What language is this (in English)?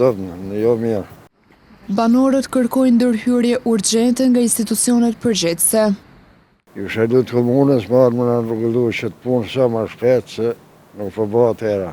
Albanian